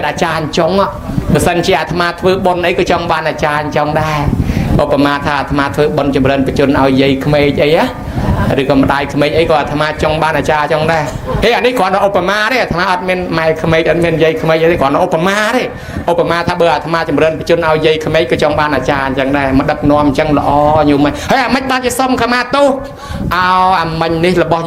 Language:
Khmer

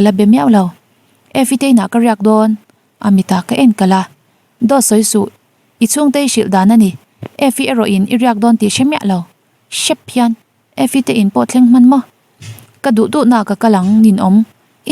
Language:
Mizo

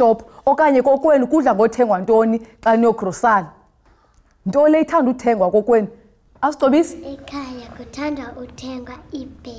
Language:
Xhosa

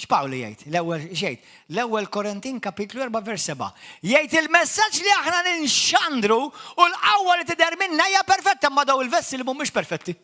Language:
Maltese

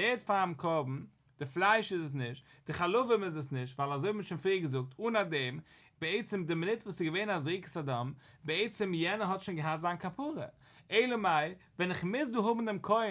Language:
Yiddish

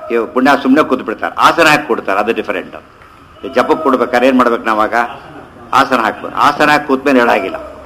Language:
Kannada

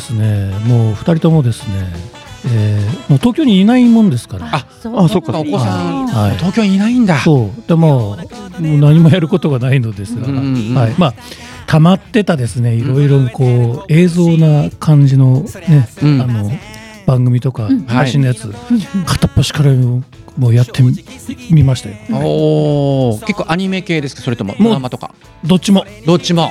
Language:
Japanese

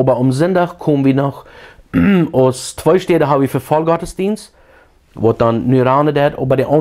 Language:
Plautdietsch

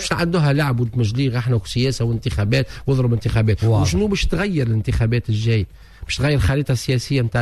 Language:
Tunisian Arabic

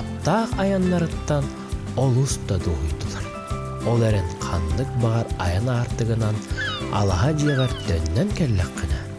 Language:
Yakut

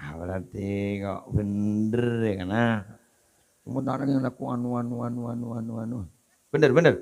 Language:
Madurese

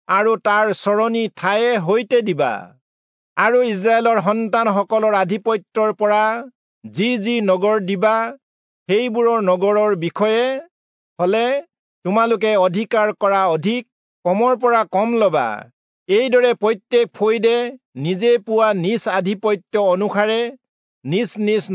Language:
Assamese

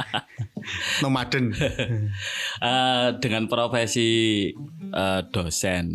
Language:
Indonesian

